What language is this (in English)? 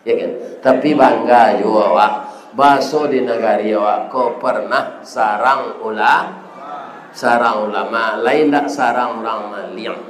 Minangkabau